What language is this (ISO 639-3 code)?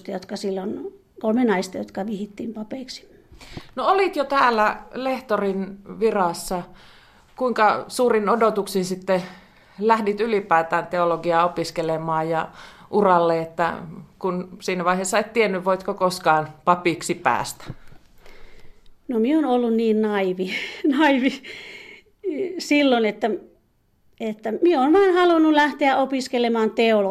fin